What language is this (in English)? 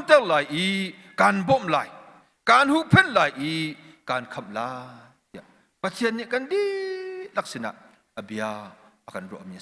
Hakha Chin